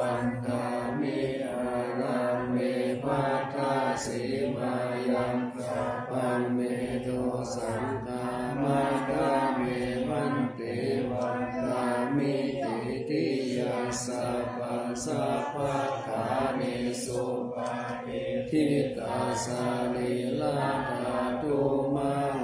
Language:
Pali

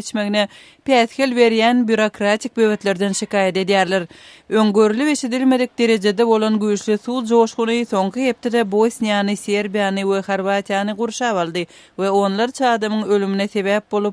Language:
Turkmen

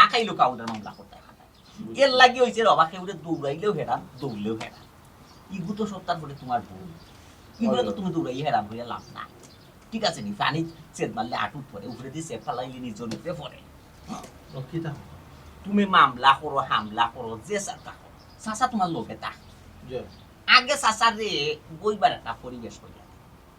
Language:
Sylheti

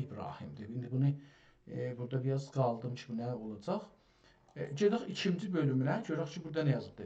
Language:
South Azerbaijani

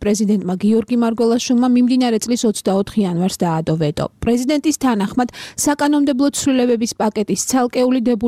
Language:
Georgian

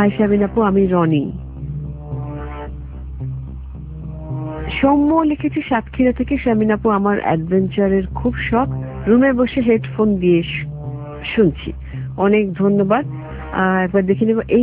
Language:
Bangla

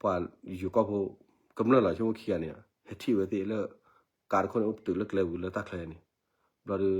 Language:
S'gaw Karen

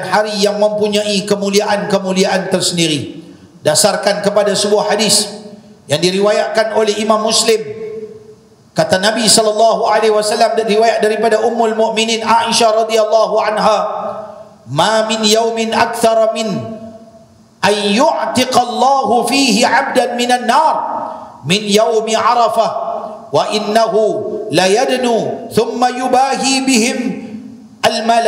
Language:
Malay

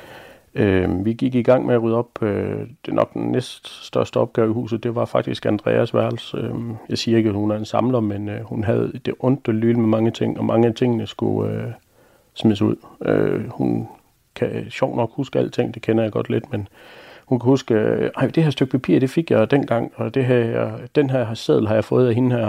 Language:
Danish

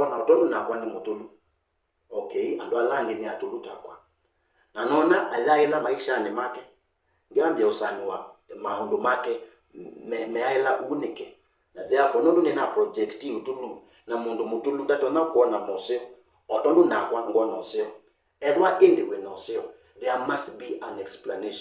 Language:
Kamba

